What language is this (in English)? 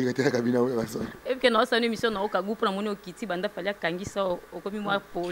Lingala